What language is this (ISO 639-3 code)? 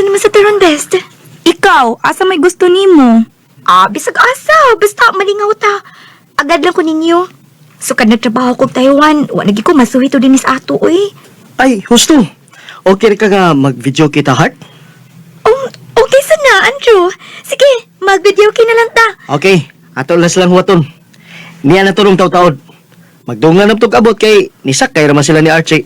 ceb